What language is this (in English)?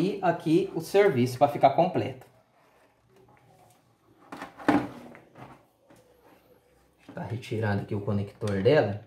Portuguese